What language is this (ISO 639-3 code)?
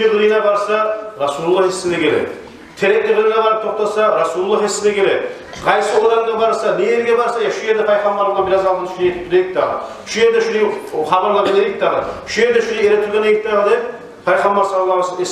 kum